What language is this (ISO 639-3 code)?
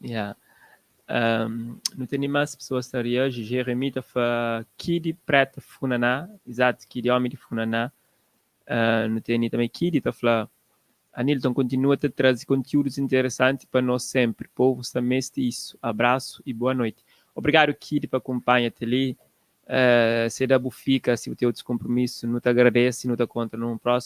kea